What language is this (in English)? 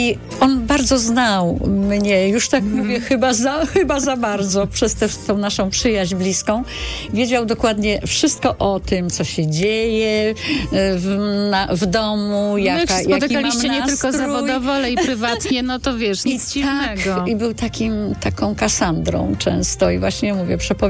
Polish